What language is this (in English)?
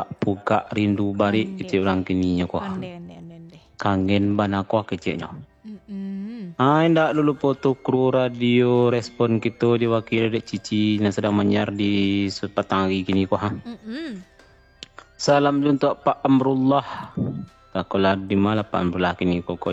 Minangkabau